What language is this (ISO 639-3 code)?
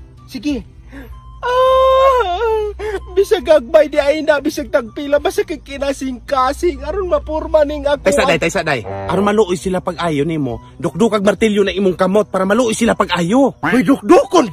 ceb